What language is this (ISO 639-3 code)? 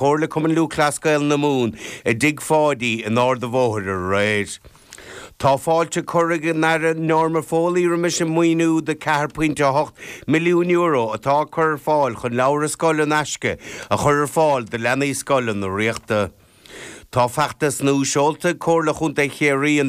gle